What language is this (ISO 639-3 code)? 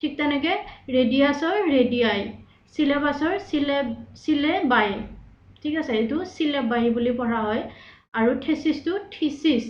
asm